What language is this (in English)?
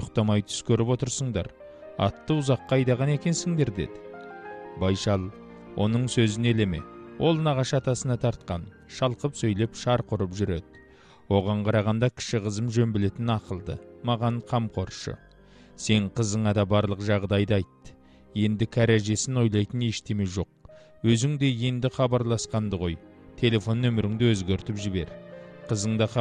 Kazakh